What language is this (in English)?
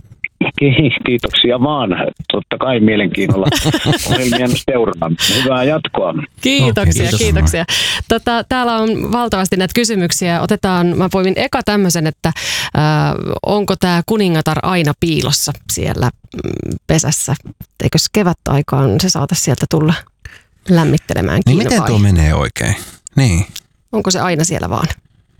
Finnish